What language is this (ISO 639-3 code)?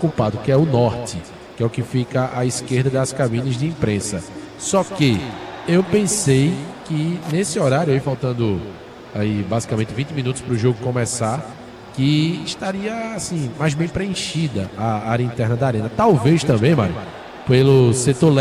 por